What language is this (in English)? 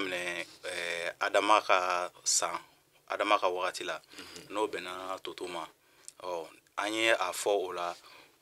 Bambara